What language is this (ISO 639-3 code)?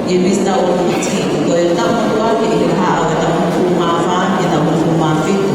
ton